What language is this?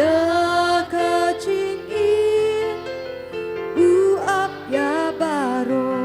Khasi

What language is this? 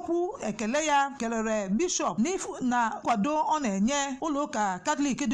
Igbo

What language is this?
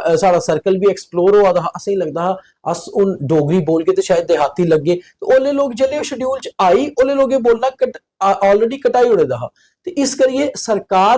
Dogri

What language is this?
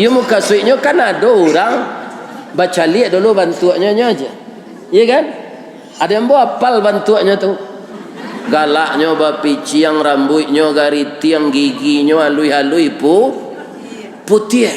Minangkabau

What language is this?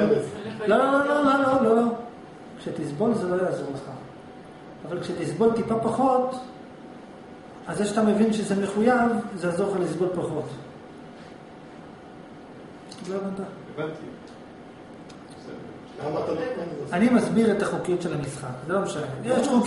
Hebrew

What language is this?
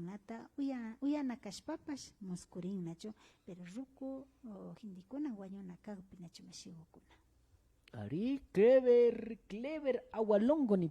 Imbabura Highland Quichua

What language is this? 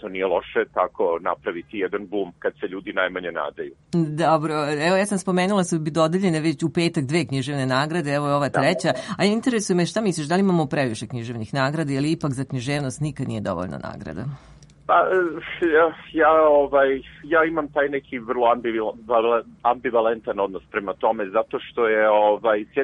Serbian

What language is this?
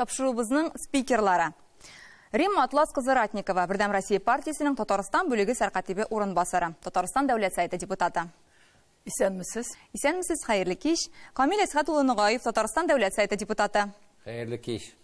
Tatar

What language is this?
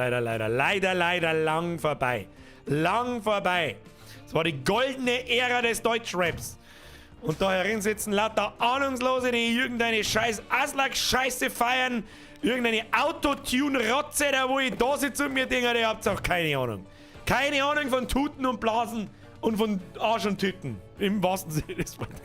Bavarian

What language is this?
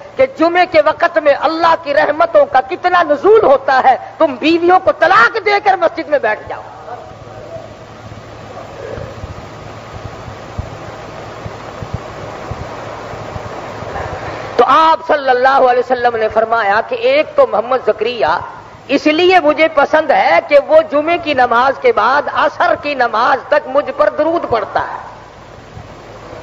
Urdu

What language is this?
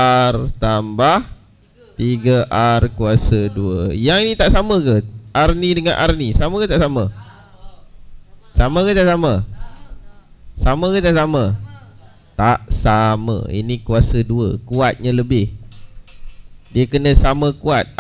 Malay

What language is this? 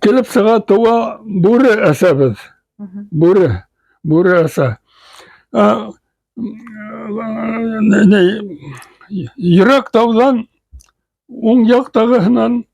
Bashkir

